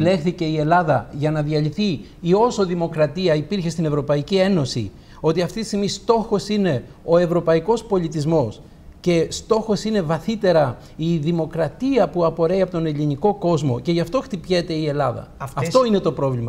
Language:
Greek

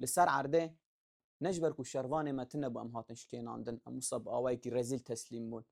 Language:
Kurdish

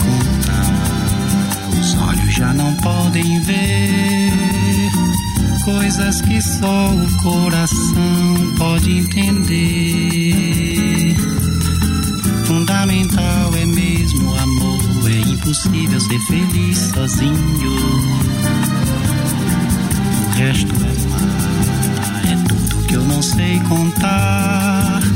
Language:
Portuguese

